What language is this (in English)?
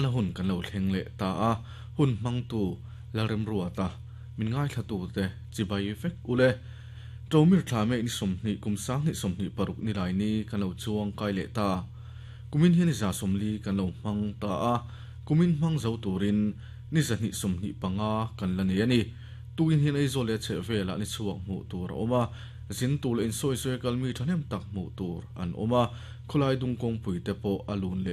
Mizo